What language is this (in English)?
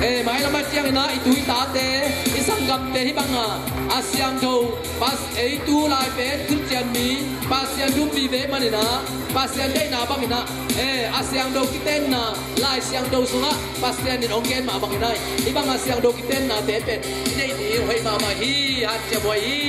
Tedim Chin